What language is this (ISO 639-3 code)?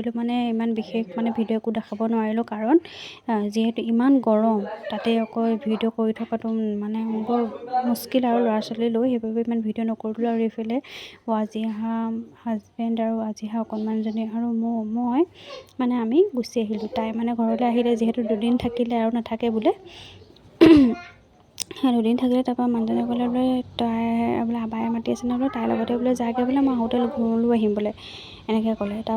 asm